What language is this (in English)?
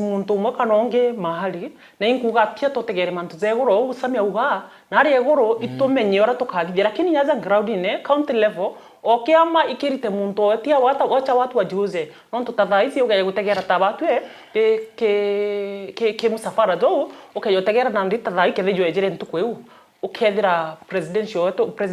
Meru